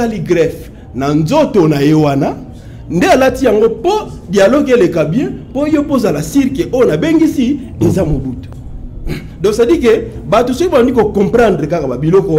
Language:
Lingala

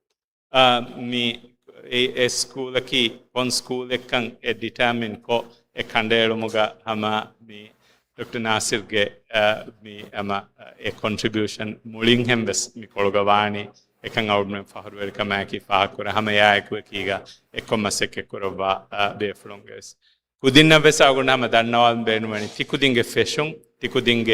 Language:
Divehi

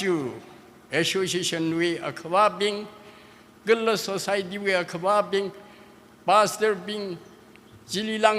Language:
Tangkhul Naga (India)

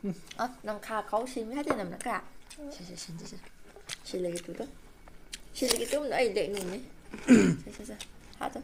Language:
Manipuri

